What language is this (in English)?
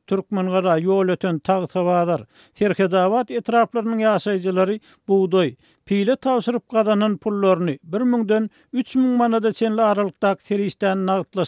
Turkmen